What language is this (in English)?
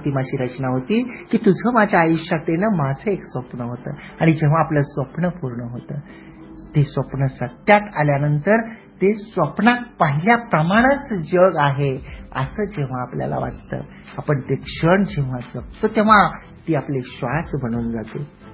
Marathi